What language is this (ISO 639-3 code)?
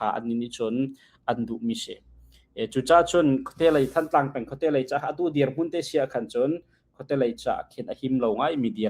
cnh